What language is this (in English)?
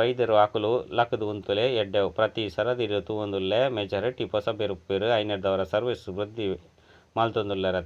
Tulu